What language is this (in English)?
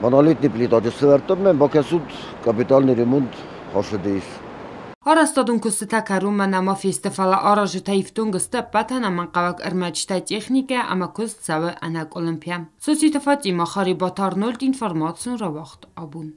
Ossetic